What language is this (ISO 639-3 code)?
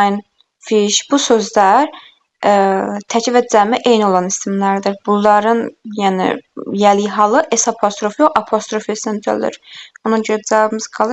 aze